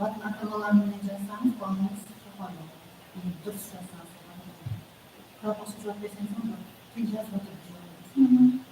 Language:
Kara-Kalpak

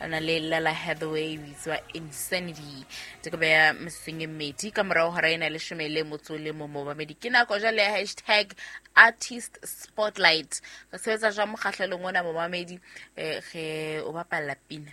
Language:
Southern Sotho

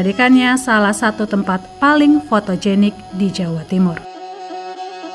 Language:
Indonesian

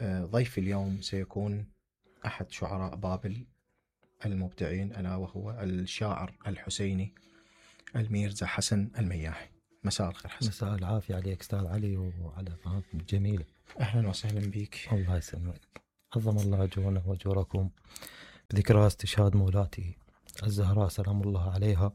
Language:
Mesopotamian Arabic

